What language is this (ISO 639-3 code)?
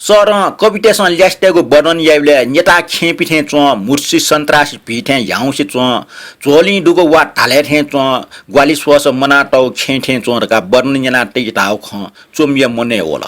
new